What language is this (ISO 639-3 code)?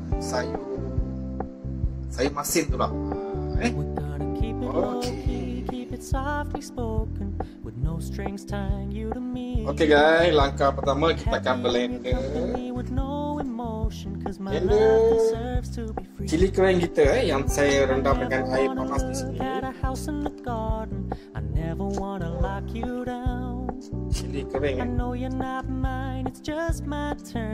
msa